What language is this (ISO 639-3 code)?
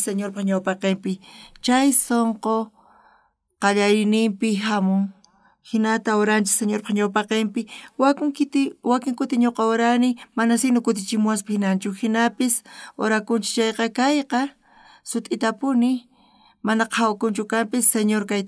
quh